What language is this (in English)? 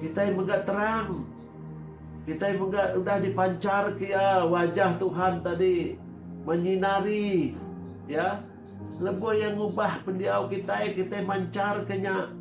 Iban